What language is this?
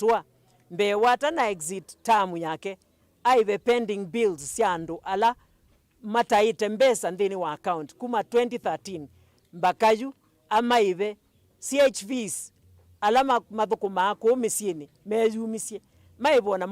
Kamba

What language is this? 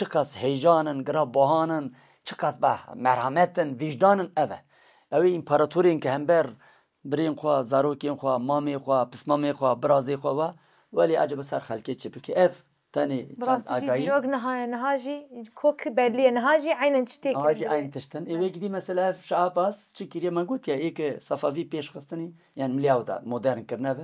Kurdish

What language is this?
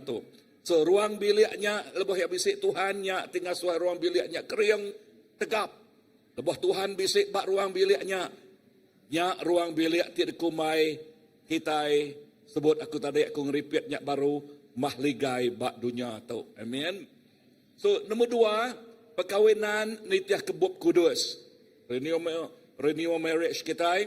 Iban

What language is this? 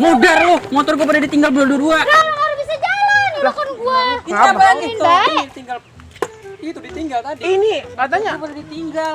Betawi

